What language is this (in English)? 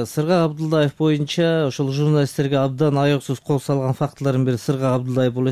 Kyrgyz